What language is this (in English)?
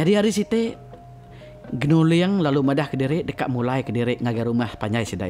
Iban